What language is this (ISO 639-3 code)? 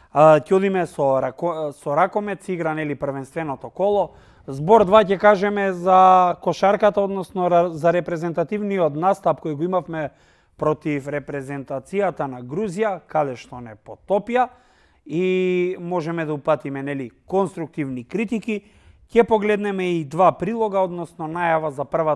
mkd